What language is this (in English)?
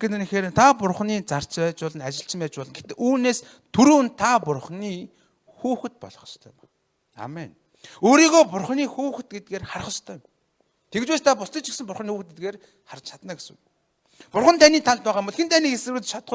Mongolian